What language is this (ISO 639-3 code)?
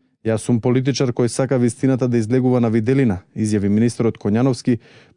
mkd